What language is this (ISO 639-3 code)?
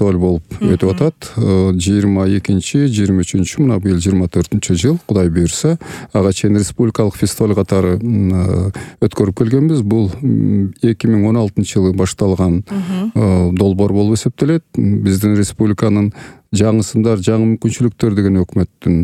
kir